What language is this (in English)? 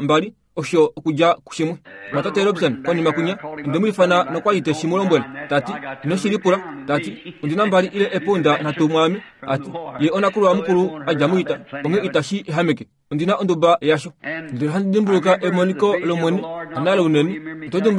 Kuanyama